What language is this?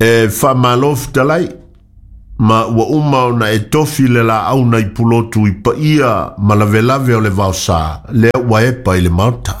Samoan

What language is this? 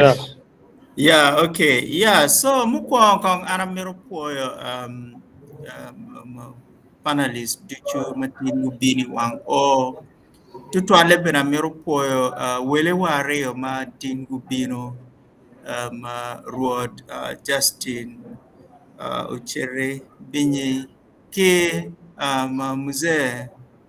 Acoli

